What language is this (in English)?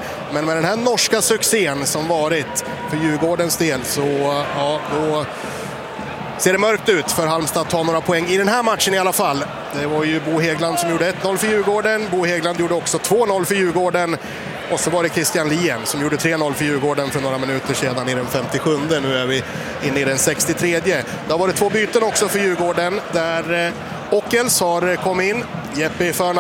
Swedish